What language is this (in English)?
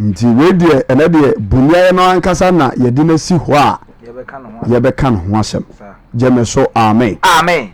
Akan